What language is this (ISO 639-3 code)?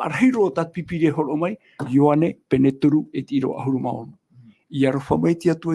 tah